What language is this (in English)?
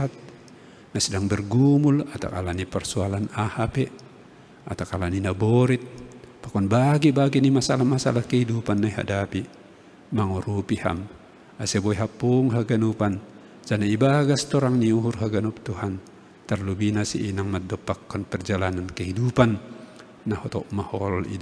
Batak Simalungun